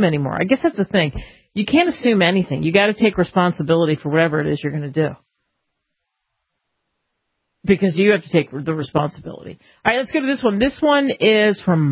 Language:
English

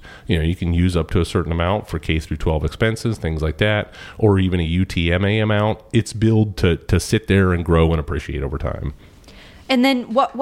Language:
English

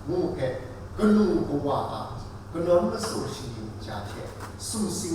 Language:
Kachin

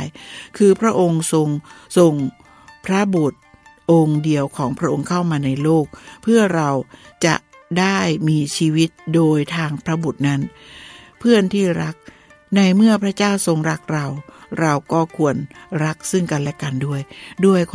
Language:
Thai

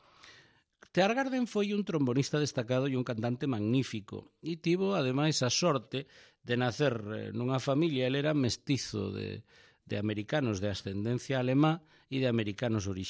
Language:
Galician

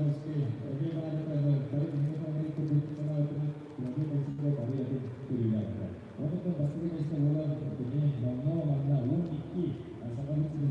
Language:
Yakut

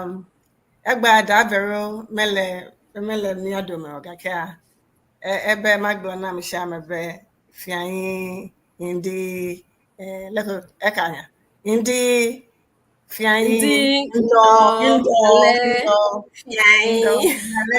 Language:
Ewe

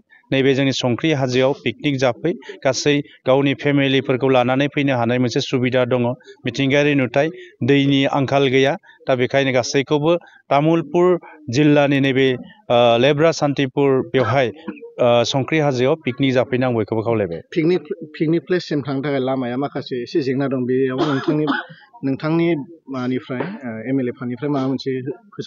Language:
Bodo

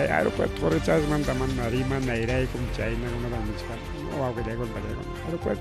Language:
Ayacucho Quechua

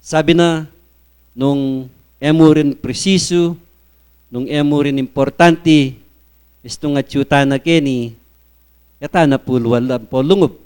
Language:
Pampanga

